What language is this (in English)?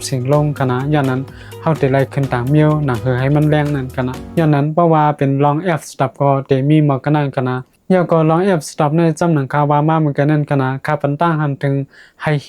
Shan